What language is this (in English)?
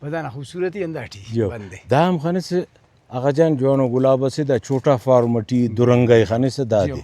Brahui